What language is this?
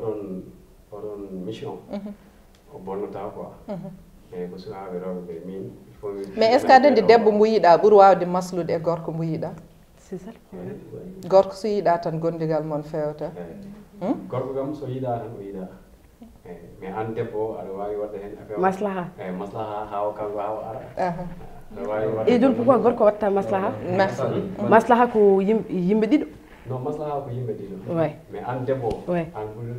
Fula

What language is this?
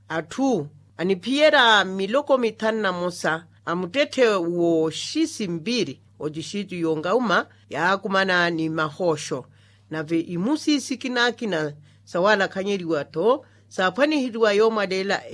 Makhuwa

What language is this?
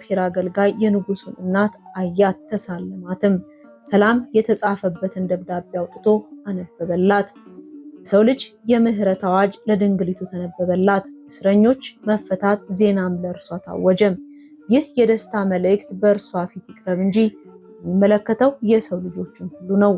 Amharic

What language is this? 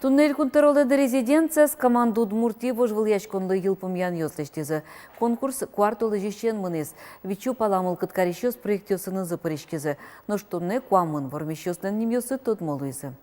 Udmurt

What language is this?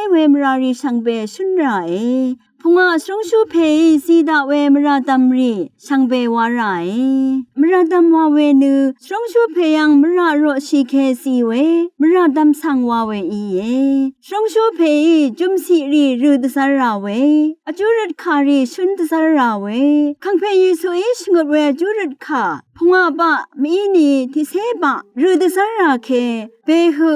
Rawang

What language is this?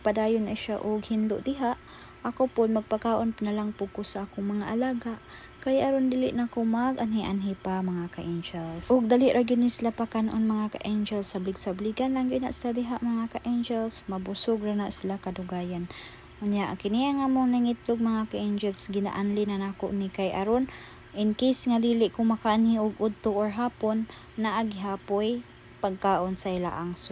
Cebuano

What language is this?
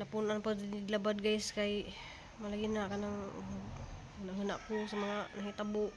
Cebuano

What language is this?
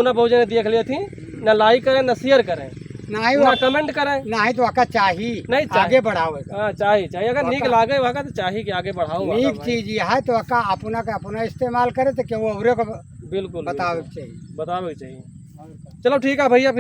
Awadhi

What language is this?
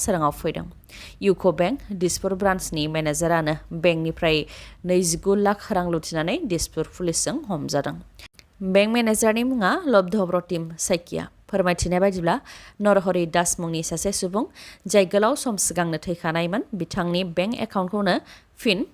Bodo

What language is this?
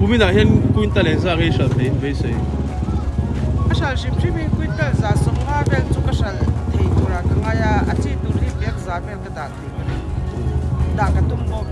Mizo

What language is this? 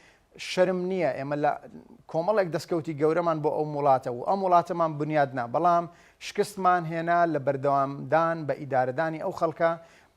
Central Kurdish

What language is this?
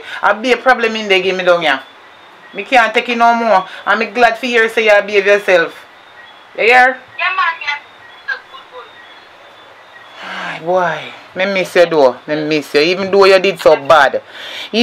Jamaican Creole English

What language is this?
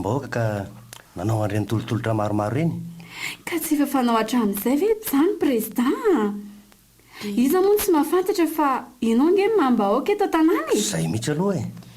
Malagasy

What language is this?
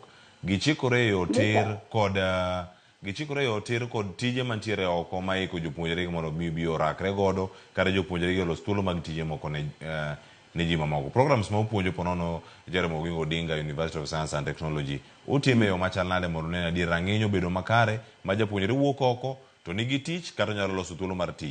Luo (Kenya and Tanzania)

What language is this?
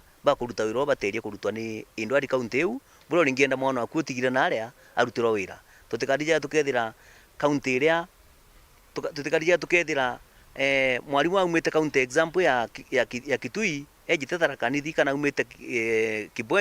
Meru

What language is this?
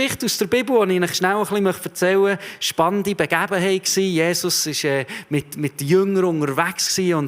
Swiss German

